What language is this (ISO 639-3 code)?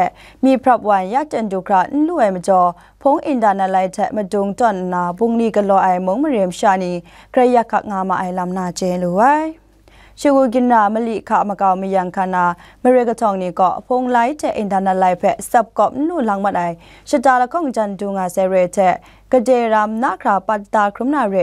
kac